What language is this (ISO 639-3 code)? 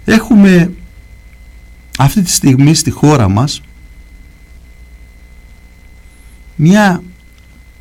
ell